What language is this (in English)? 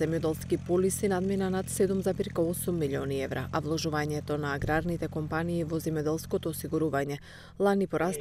Macedonian